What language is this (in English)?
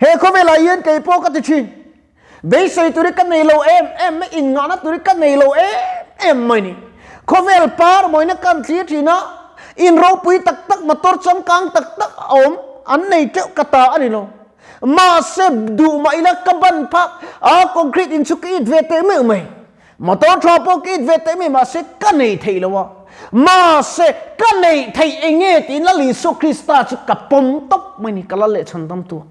Mizo